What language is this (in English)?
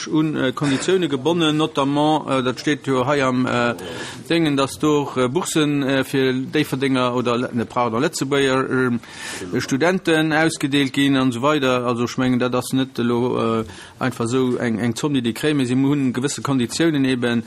Luxembourgish